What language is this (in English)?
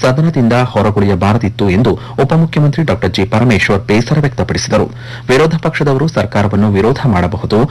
Kannada